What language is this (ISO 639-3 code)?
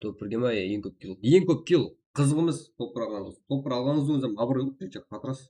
kaa